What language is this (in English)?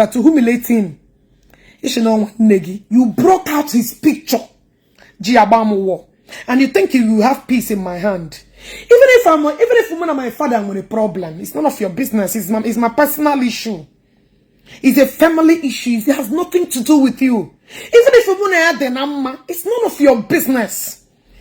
Igbo